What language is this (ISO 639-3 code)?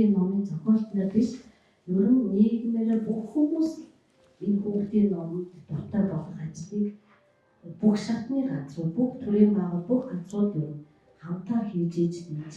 mon